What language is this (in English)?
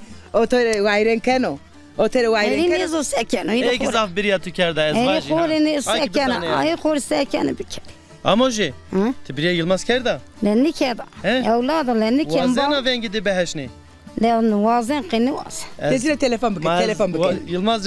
Zaza